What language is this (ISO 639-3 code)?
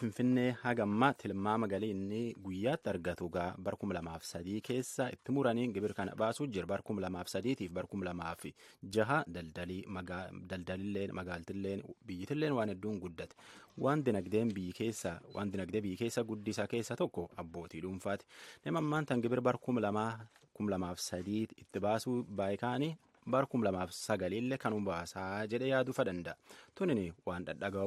orm